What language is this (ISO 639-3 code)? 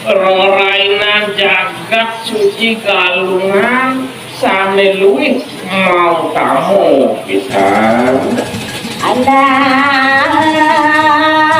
ban